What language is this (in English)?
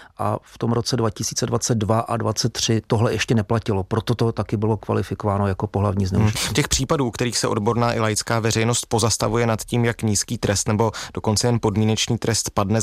Czech